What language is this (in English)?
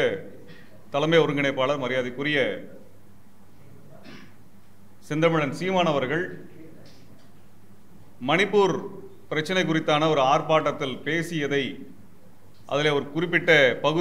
Tamil